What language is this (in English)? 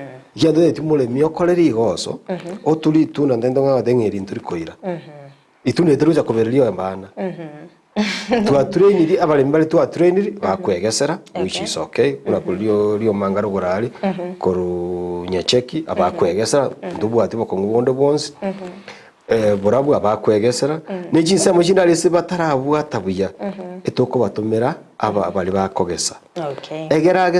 Gusii